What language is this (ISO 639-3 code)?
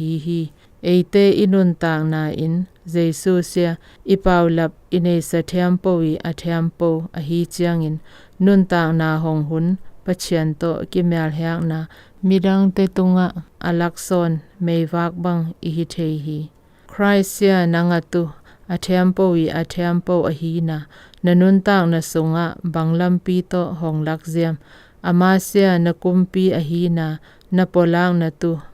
zom